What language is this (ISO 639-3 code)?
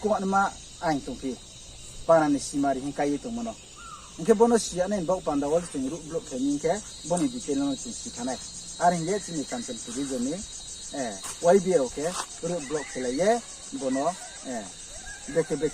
ria